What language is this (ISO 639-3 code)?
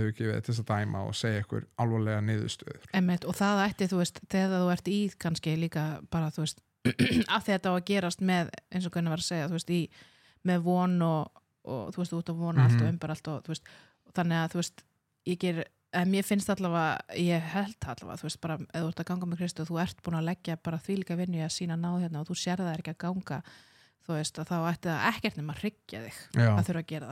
isl